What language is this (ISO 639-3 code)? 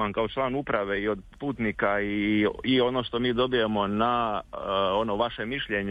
hrv